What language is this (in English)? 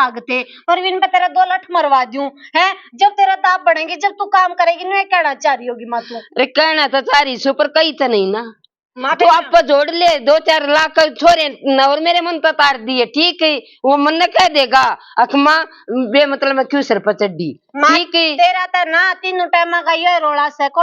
Haryanvi